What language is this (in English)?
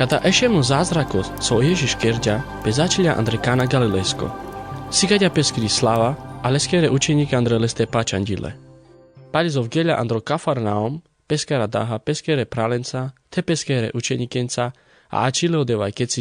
Carpathian Romani